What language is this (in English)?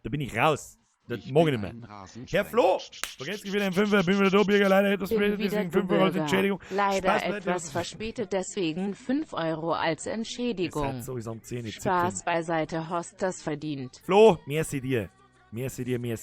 Bavarian